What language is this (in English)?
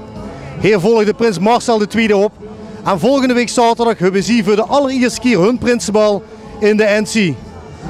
Limburgish